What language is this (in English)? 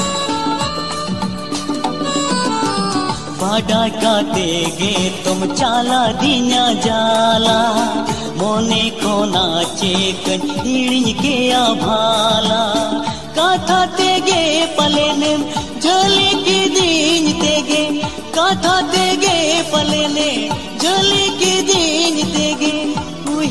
Santali